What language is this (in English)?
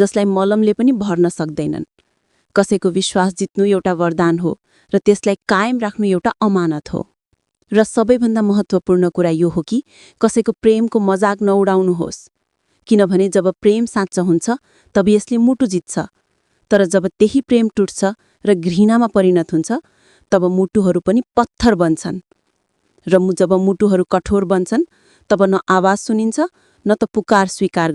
Nepali